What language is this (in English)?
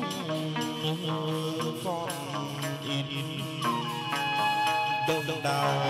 Vietnamese